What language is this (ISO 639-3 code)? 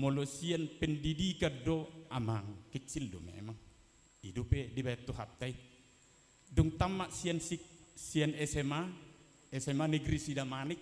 bbc